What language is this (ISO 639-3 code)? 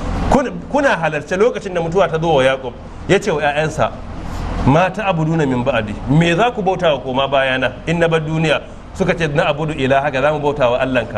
hau